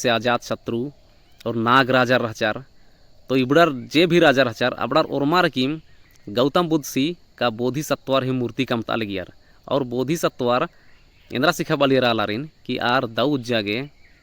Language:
Kurukh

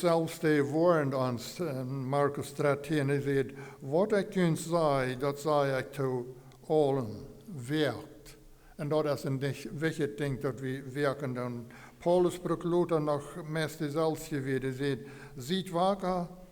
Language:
Plautdietsch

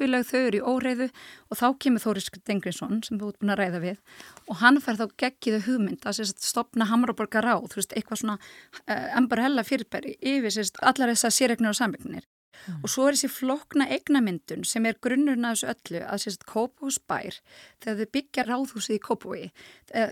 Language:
Icelandic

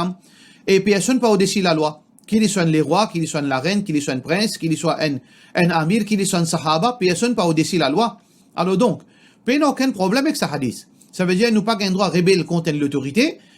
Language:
Morisyen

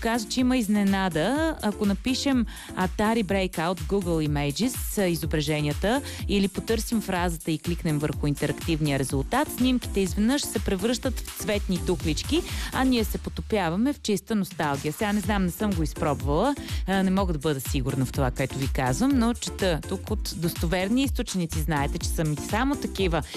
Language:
Bulgarian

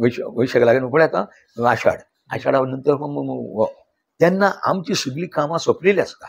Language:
Konkani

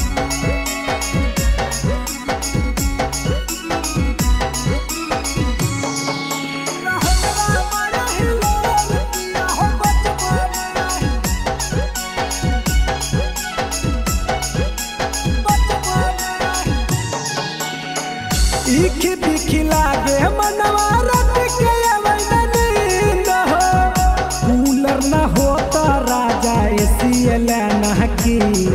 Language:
Bhojpuri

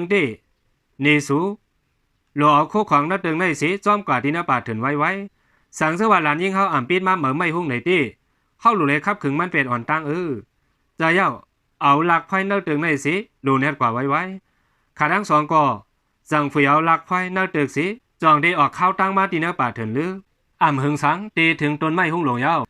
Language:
Shan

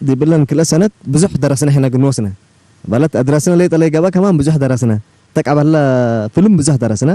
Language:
Tigre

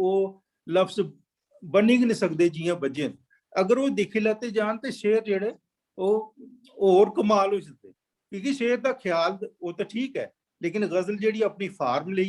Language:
Dogri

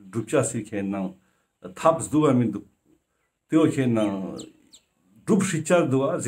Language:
Ladakhi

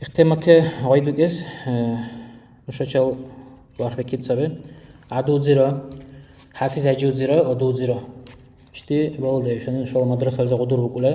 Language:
Dargwa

